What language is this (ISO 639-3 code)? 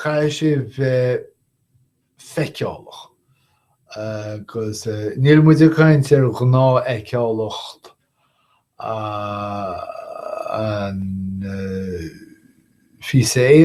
gle